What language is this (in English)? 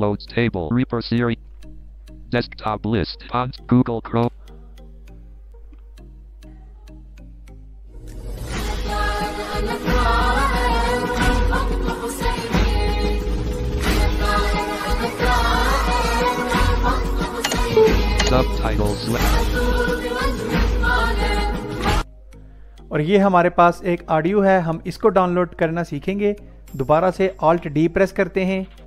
Hindi